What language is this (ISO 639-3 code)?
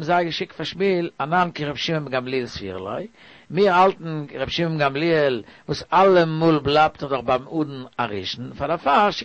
yid